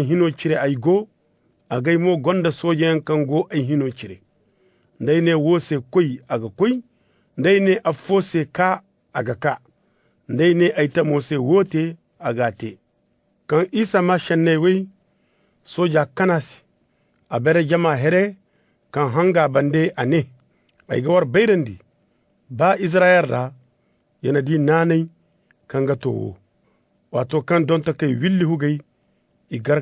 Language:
Zarma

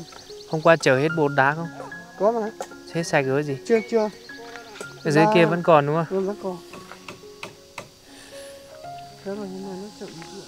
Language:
Vietnamese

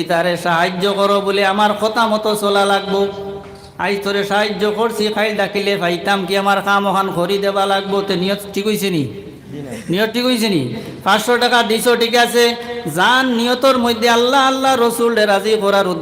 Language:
Sylheti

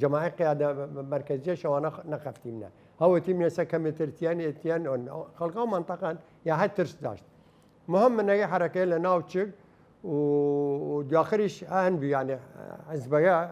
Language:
Southern Kurdish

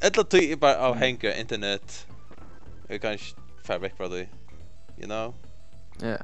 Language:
Faroese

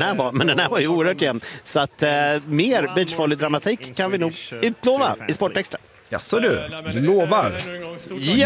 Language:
Swedish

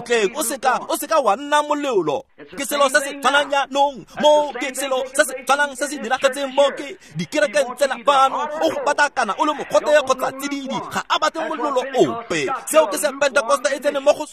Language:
Tswana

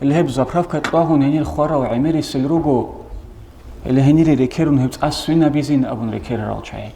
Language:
Avaric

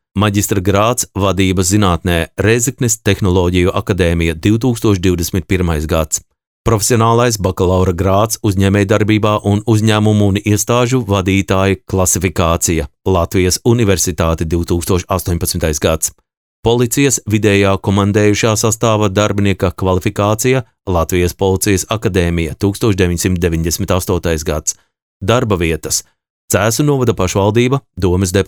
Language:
Latvian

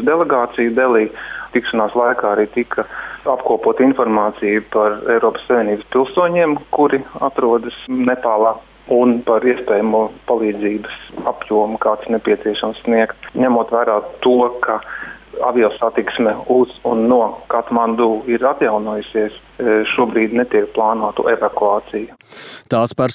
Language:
Latvian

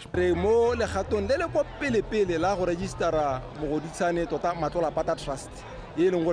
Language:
Tswana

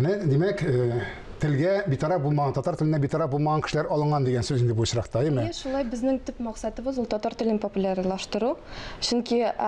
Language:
Tatar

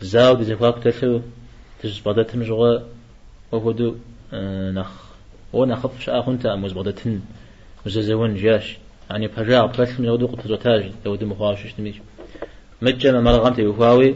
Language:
Kabardian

